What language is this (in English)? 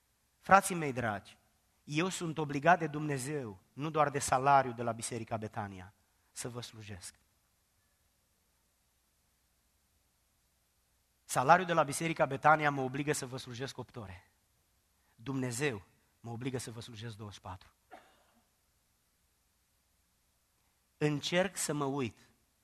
Romanian